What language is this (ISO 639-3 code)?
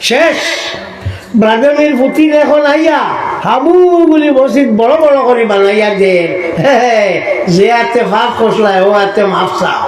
syl